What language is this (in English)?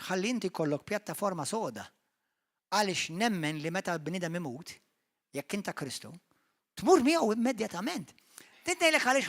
Maltese